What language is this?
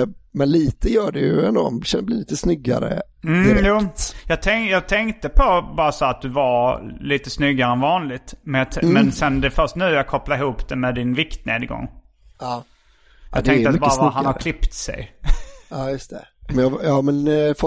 Swedish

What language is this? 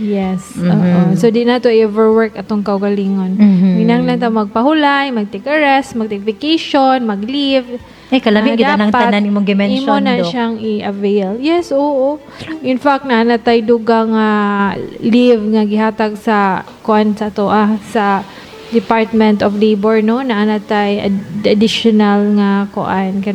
Cebuano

